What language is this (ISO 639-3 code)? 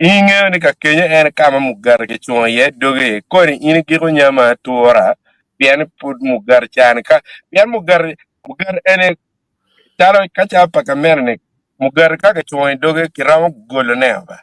ach